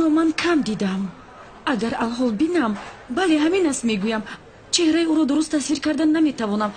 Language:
Tajik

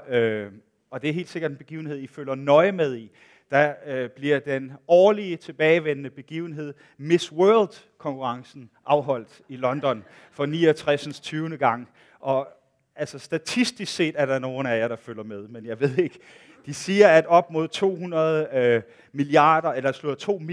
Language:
Danish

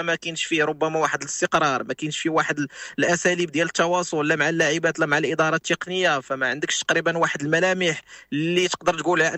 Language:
Moroccan Arabic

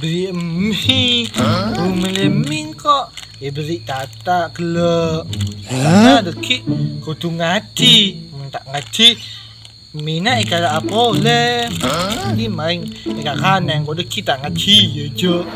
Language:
Madurese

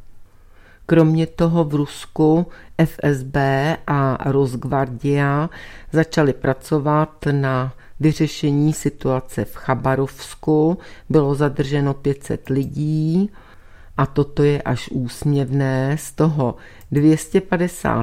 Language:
Czech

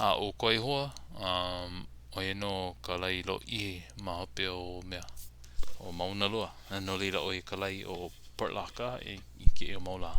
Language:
Hawaiian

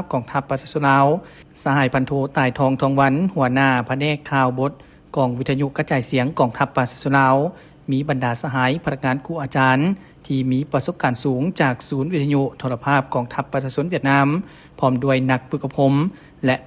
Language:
Lao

